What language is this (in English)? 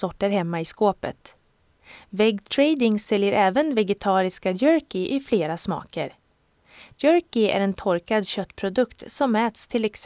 Swedish